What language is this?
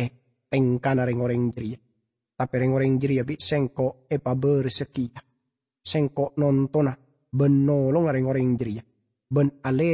Madurese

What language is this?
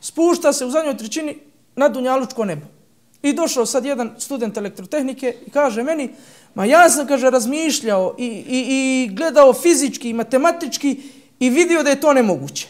Bosnian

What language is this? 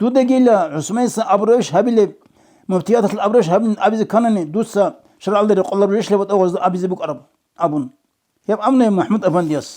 Avaric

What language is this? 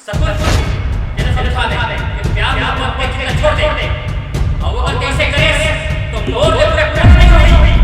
Chhattisgarhi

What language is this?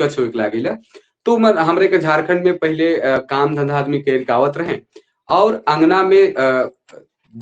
Sadri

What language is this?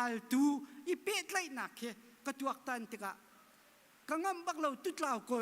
Hakha Chin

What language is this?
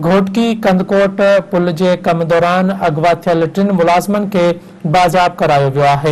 Sindhi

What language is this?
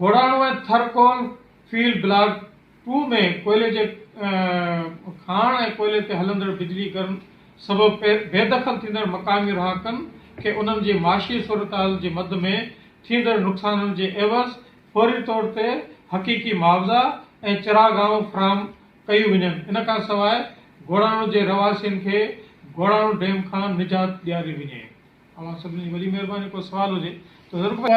Sindhi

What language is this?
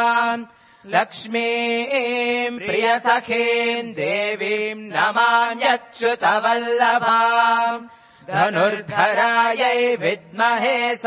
Sanskrit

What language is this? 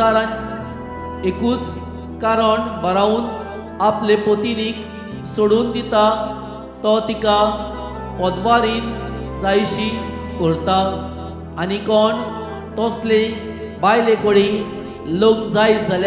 Konkani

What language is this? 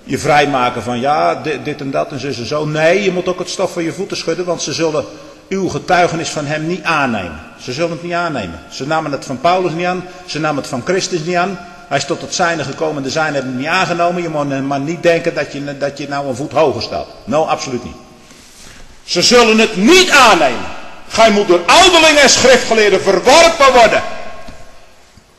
Dutch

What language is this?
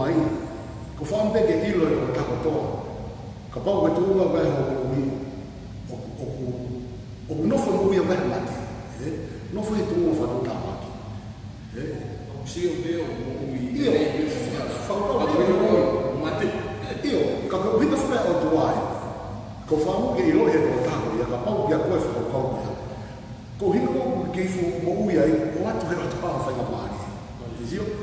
Tongan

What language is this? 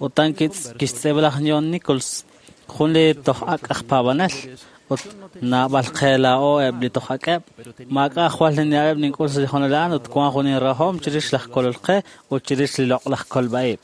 Kekchí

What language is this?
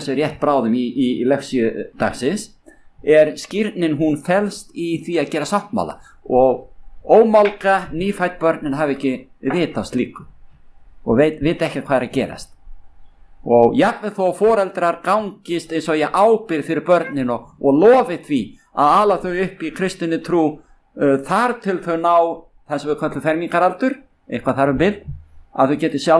Icelandic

